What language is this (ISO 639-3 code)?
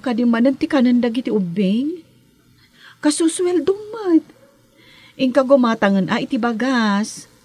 ilo